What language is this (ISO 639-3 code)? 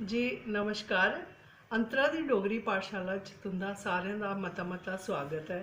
doi